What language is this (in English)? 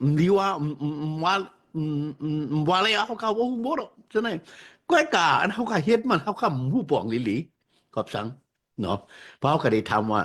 Shan